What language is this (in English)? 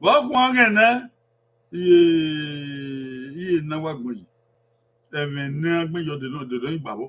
Bini